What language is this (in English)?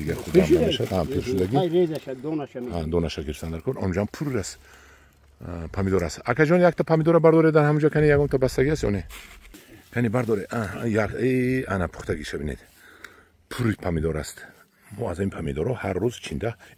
Tajik